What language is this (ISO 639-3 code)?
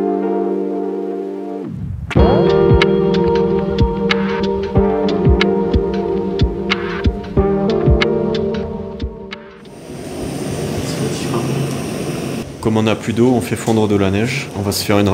fra